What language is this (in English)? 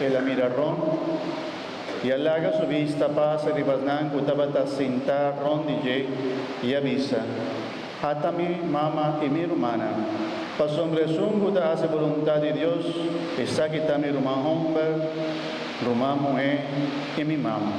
Papiamento